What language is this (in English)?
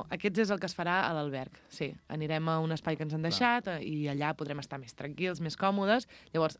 Catalan